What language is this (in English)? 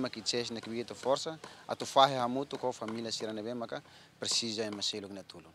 Tetum